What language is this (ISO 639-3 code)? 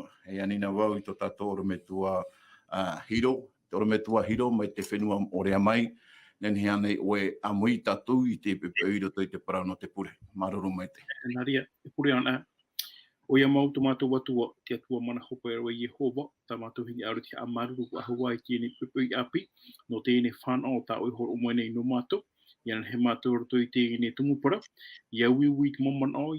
tah